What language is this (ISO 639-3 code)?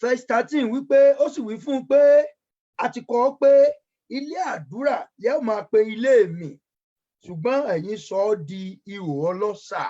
yor